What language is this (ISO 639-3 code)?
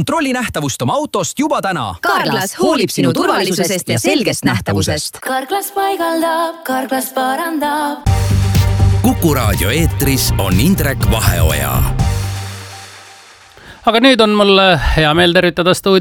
est